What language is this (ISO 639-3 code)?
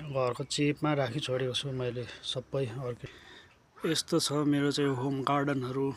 nep